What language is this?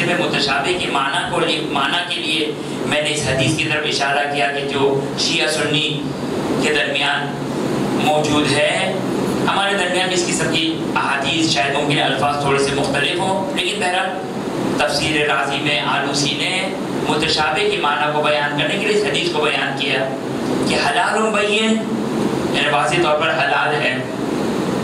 Urdu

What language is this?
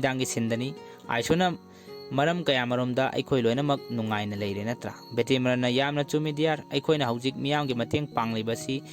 Manipuri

